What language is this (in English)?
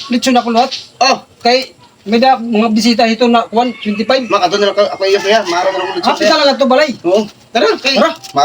Waray